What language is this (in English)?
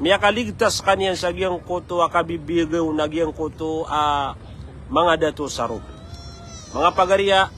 Maranao